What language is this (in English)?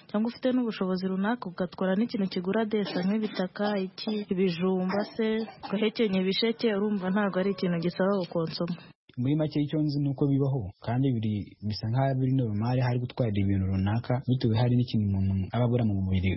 Kinyarwanda